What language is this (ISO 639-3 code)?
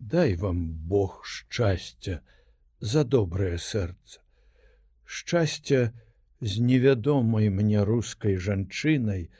bel